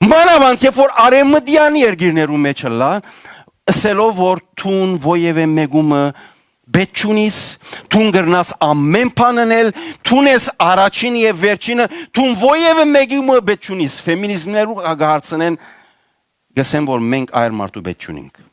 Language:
Western Armenian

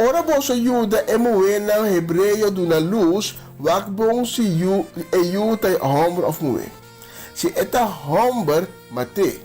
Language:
Papiamento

